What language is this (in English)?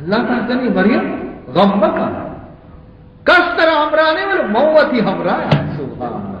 Baluchi